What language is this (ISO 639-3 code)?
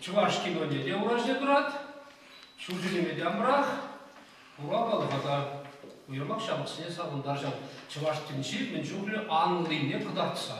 chv